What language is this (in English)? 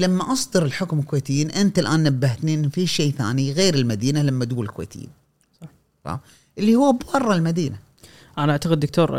Gulf Arabic